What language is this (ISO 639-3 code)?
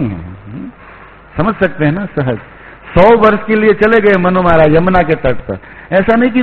hin